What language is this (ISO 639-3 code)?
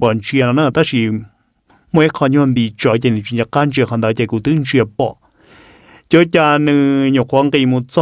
vie